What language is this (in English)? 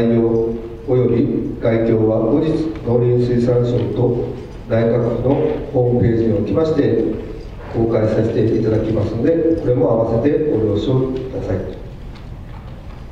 Japanese